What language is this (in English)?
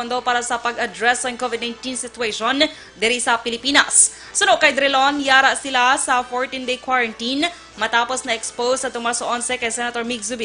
Hiligaynon